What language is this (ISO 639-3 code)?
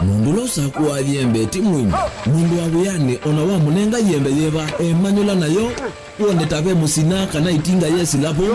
kam